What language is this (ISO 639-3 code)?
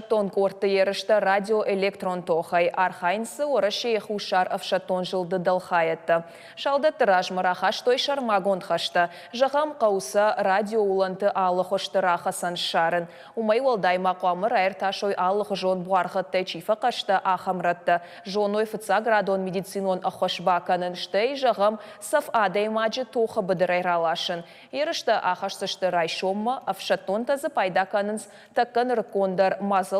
oss